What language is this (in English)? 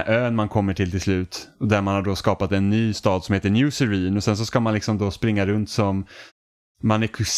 Swedish